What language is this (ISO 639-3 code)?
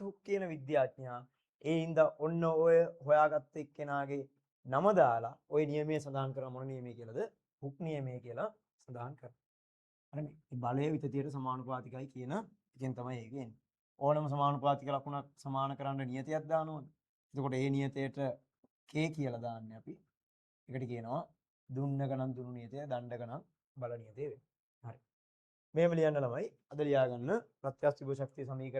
sin